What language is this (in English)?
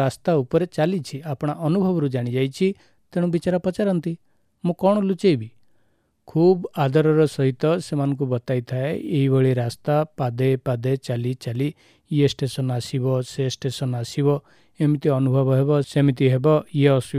Odia